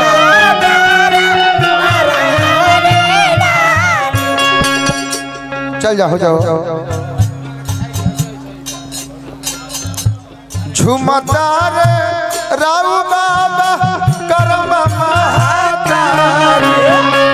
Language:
Bhojpuri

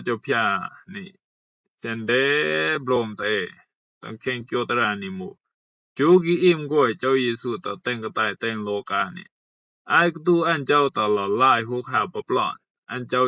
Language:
Rumai Palaung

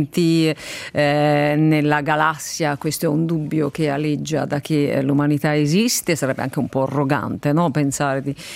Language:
Italian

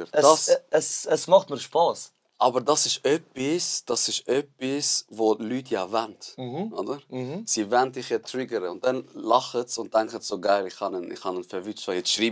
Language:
Swiss German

